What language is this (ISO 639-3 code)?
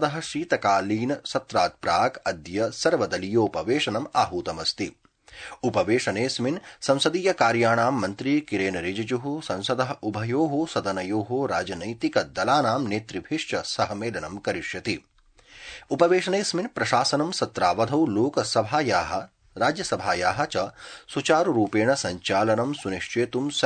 san